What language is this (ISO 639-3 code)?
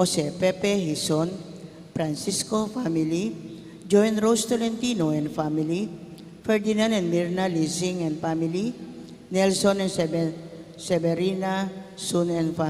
pam